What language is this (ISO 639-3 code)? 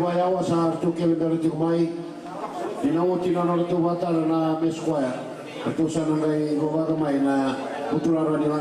fij